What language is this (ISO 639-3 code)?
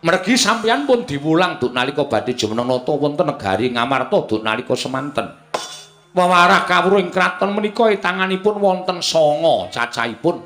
jav